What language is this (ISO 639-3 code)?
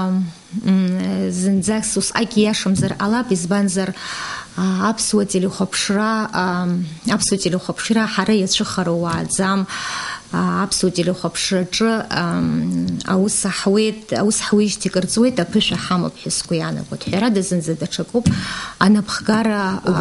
abk